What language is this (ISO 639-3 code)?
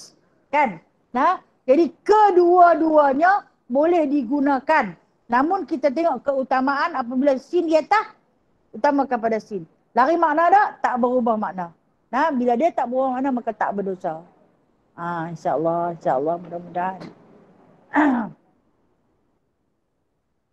msa